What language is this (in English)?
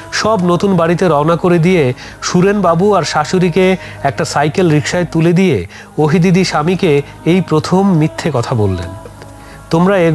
Bangla